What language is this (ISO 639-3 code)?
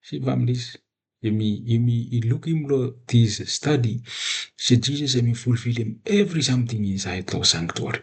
bis